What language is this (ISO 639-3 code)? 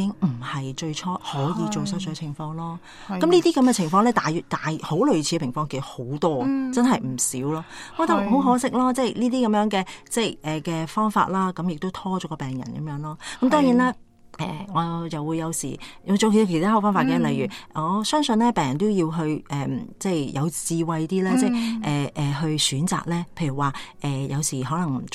yue